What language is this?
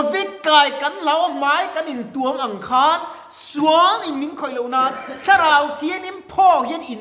Mizo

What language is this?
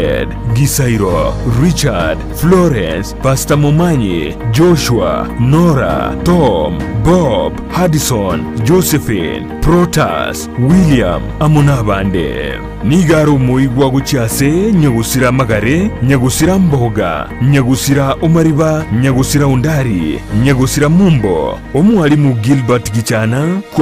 Gusii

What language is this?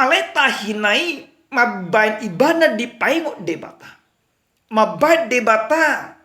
Batak Toba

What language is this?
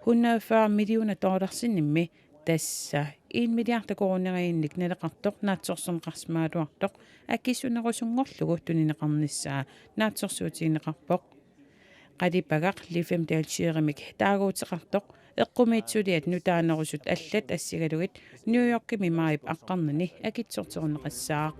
Kalaallisut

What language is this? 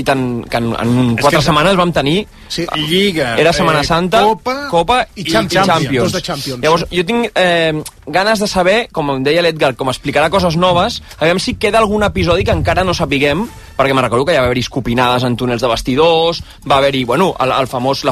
Catalan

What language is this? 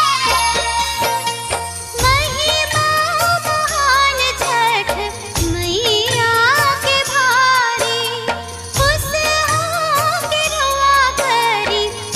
Bhojpuri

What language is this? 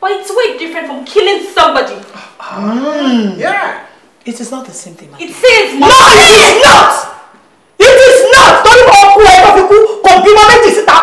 Yoruba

